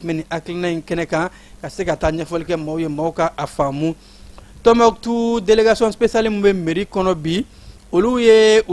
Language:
Bambara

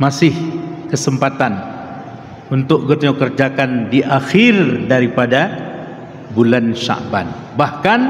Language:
Achinese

